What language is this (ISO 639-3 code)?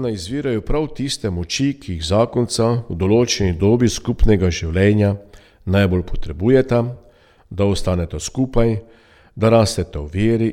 slv